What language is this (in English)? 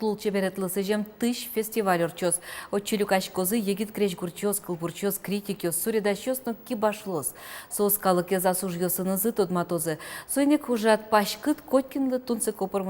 Udmurt